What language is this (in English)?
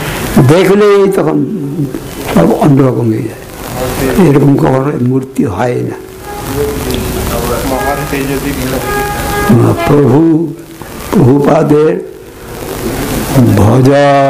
Bangla